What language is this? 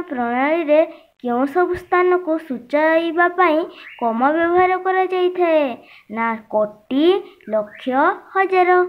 Odia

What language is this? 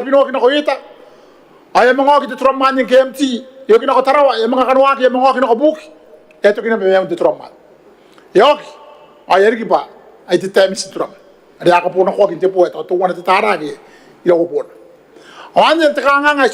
Gilbertese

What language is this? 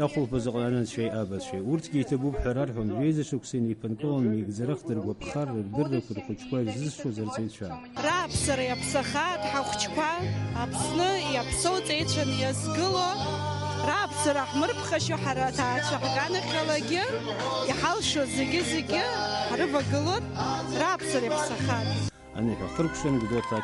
Abkhazian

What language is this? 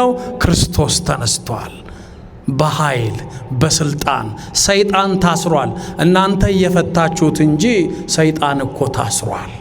Amharic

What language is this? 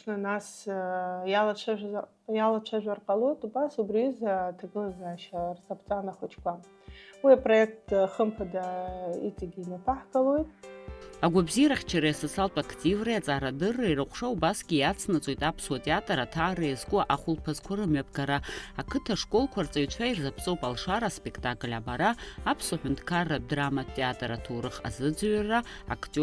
Abkhazian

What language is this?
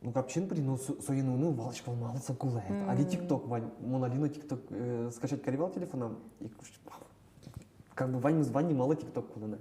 Udmurt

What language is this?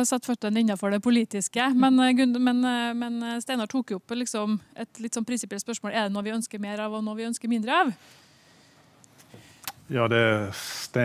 Norwegian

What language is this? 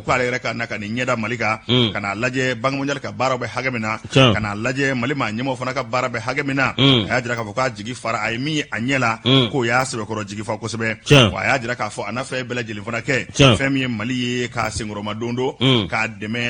Bambara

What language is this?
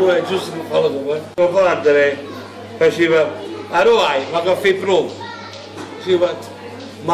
Neapolitan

